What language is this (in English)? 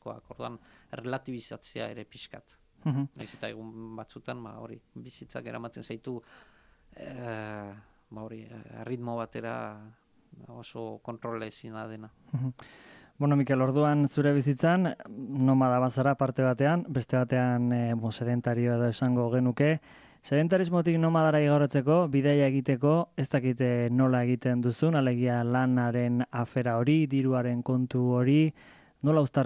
Basque